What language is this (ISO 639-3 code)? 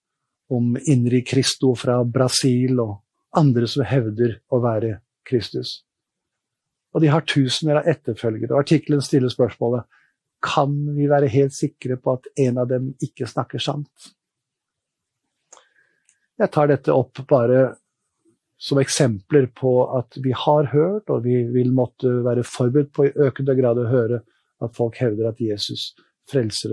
nor